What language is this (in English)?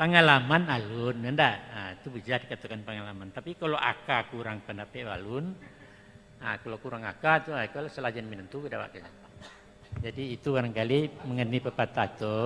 Minangkabau